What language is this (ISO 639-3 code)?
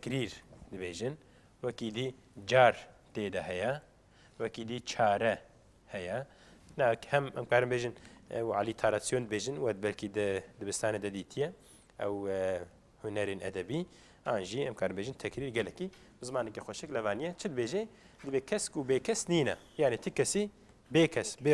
kur